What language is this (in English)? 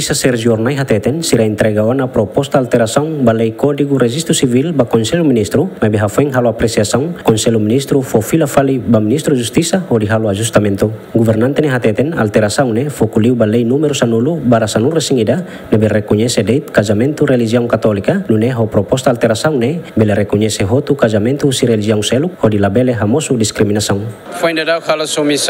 Tetum